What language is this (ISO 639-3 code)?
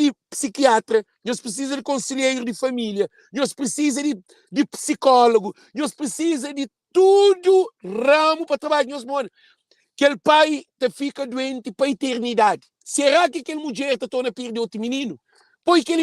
kea